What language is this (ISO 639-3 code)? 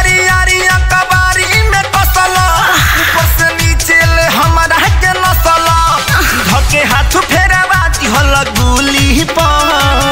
bho